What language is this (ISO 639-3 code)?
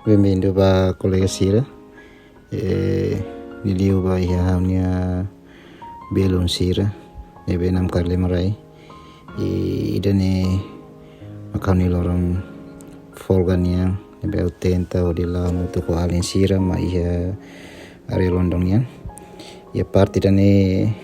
tet